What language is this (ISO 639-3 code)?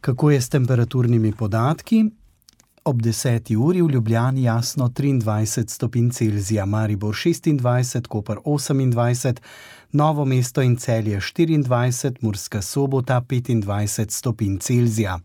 slv